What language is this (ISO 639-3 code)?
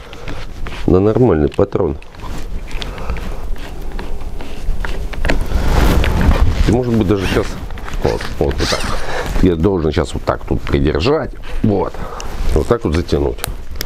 rus